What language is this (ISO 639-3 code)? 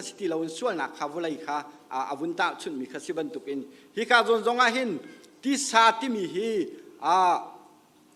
cnh